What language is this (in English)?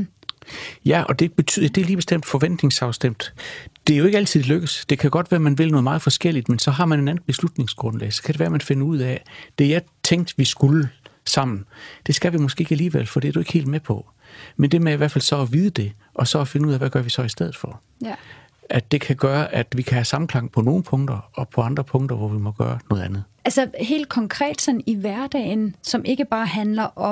Danish